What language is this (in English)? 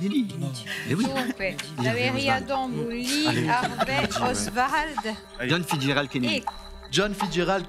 Corsican